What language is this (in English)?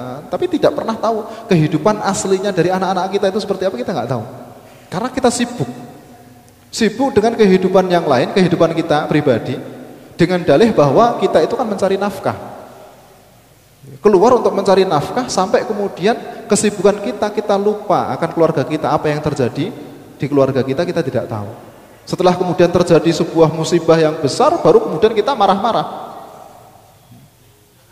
Indonesian